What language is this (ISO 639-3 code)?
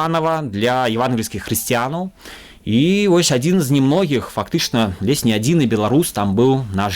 bel